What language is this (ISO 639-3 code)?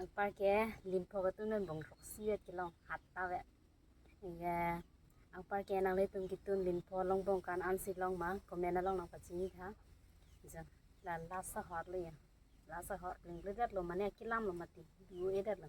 mjw